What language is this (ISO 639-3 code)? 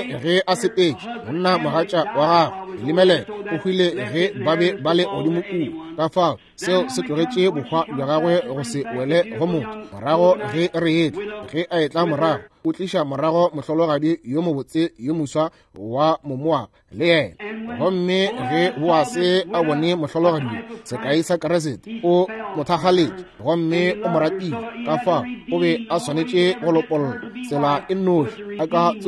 nso